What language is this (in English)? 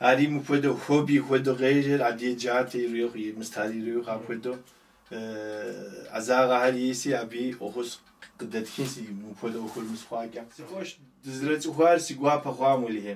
Kabardian